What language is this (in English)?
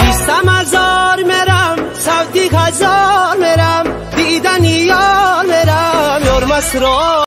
Tajik